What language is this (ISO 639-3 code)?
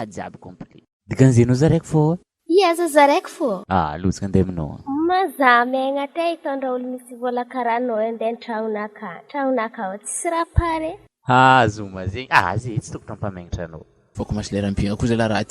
mlg